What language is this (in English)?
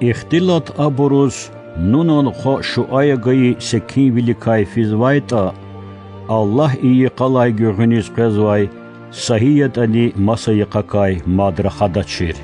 Lezghian